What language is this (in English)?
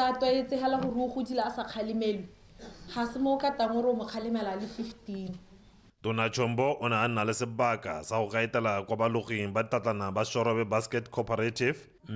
Tswana